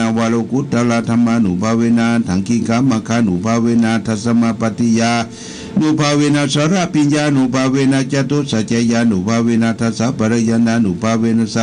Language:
Pali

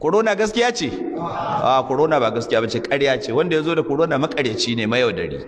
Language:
Hausa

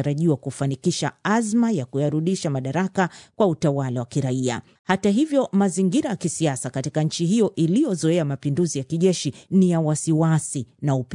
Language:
Swahili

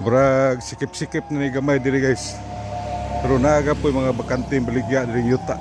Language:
Cebuano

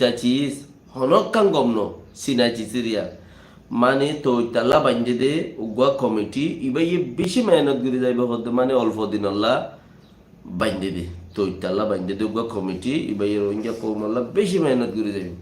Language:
Rohingya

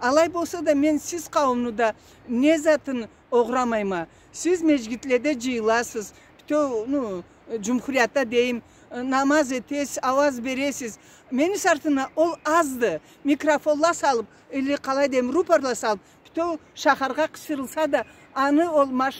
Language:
Karachay-Balkar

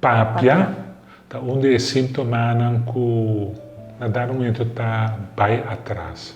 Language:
Papiamento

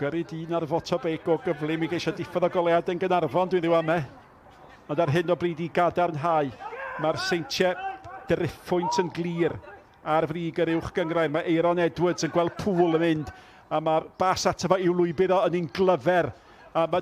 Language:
Welsh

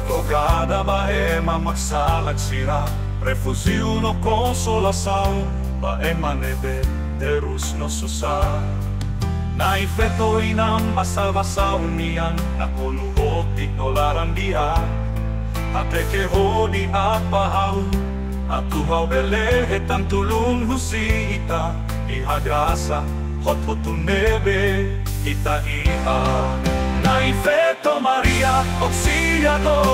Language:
Tetum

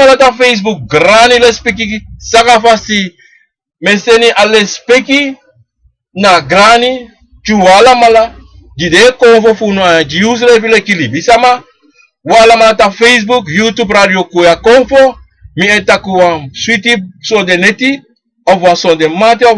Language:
Sranan Tongo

